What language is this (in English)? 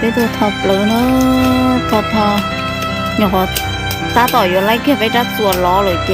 Hmong